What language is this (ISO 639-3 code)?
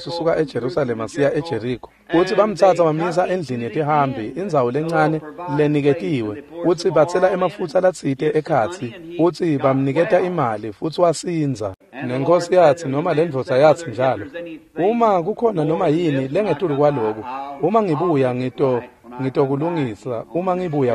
ssw